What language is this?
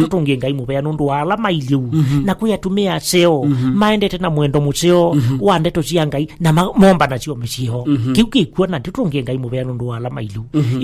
Kamba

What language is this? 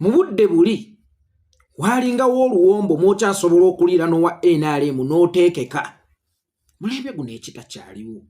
Ganda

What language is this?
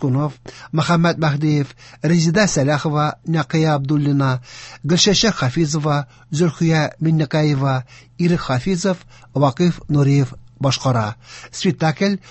Tatar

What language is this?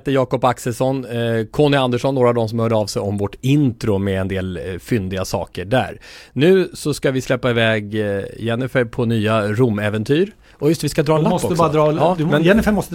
Swedish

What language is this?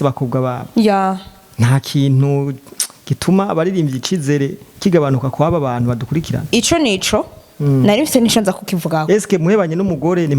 Rundi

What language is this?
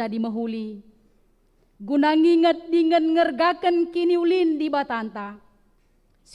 Batak Karo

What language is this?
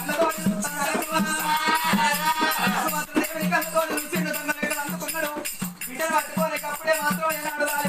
Telugu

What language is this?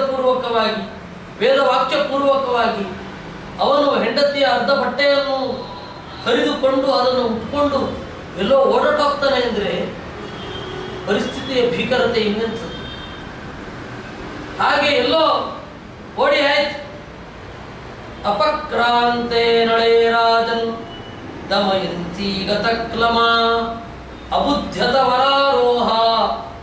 Kannada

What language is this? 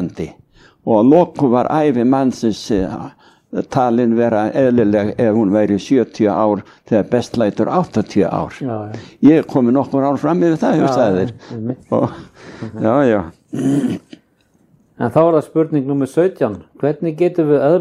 Icelandic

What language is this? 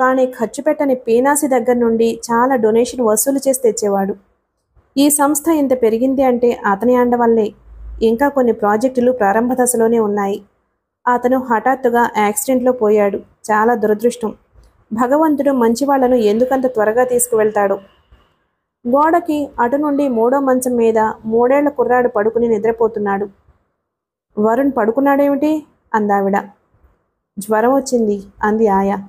Telugu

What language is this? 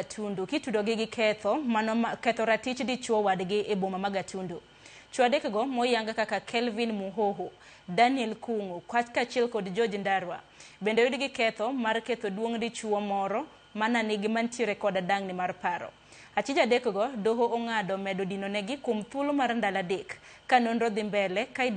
Luo (Kenya and Tanzania)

